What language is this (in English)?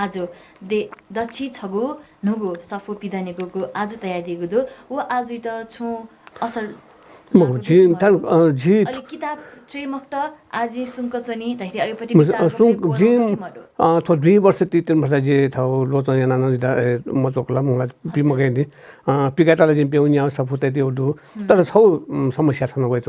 Newari